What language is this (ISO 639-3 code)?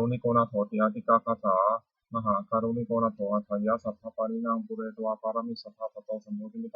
pli